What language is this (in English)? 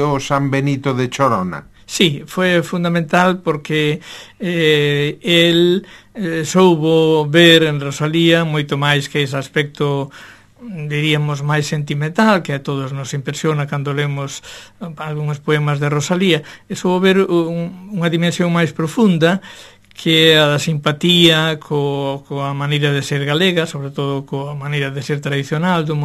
Galician